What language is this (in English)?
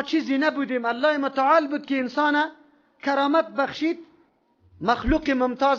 Persian